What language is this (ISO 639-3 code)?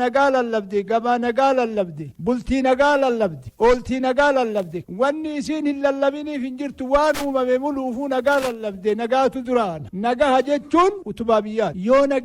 orm